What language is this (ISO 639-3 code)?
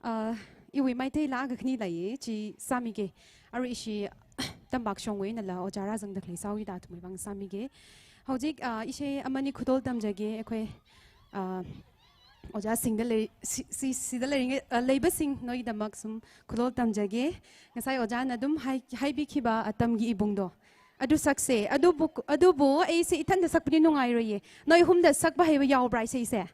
nmf